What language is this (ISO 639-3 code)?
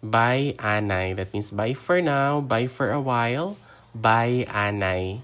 hil